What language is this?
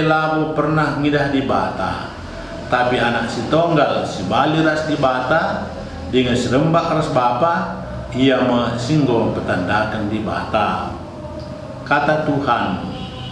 Batak Karo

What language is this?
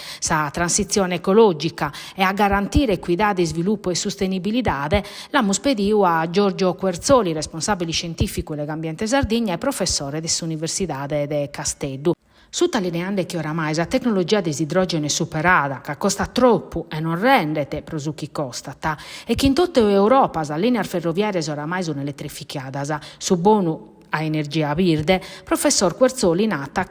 Sardinian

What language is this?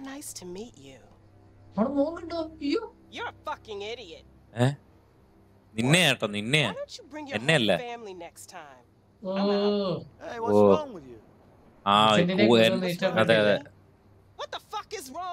Malayalam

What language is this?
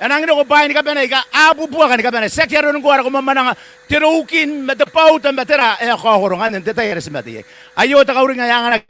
Gilbertese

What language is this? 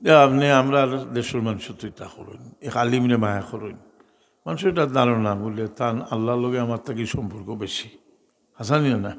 Sylheti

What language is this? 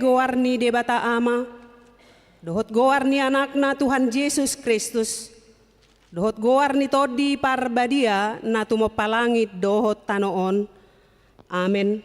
Batak Toba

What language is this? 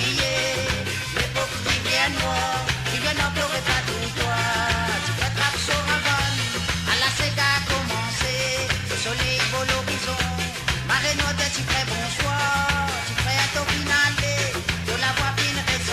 Morisyen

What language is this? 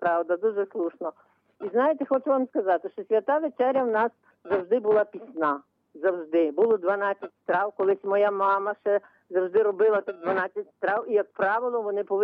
Ukrainian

